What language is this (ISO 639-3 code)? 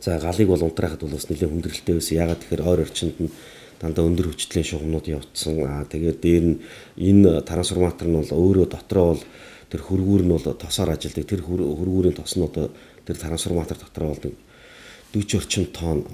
mon